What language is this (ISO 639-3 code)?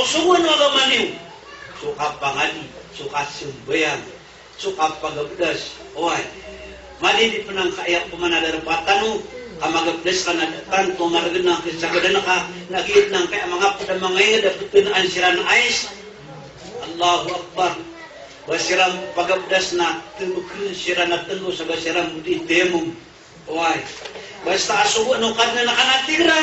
mrw